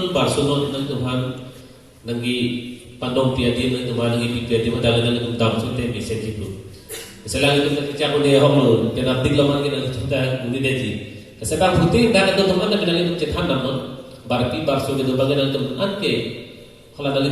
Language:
Karbi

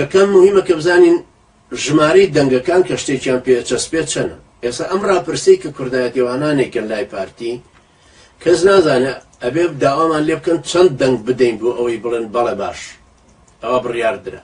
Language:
Central Kurdish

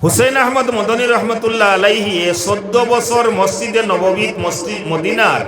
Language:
Sylheti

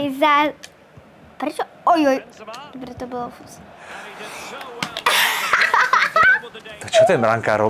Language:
Slovak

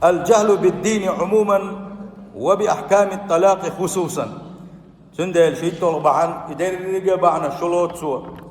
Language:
Chechen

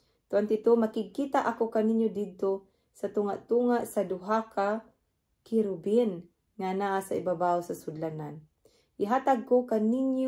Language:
Cebuano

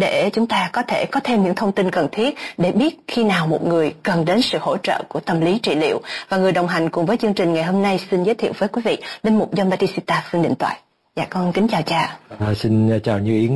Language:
Vietnamese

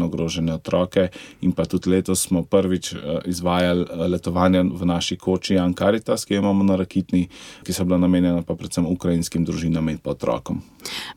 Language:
Slovenian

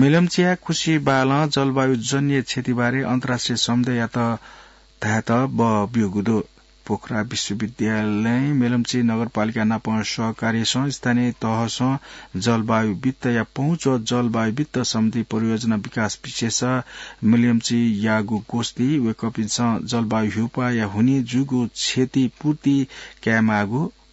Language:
Newari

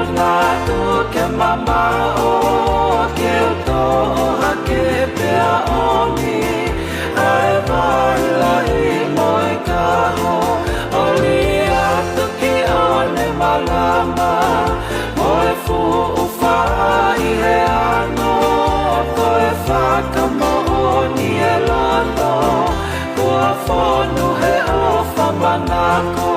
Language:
Tongan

